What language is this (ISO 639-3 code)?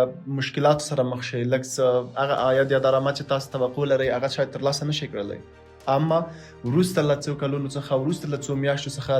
pus